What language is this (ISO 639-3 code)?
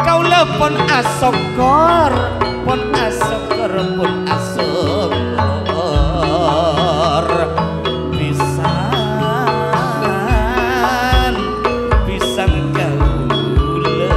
mad